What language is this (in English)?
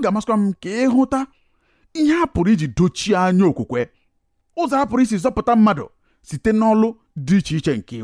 Igbo